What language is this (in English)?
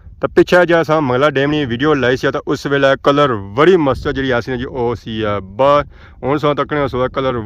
Pahari-Potwari